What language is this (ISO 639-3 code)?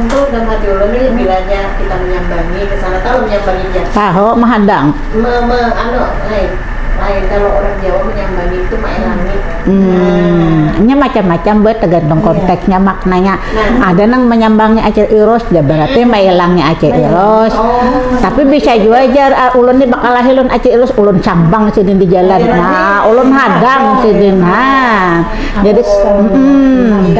bjn